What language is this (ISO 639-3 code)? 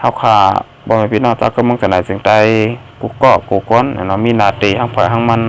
shn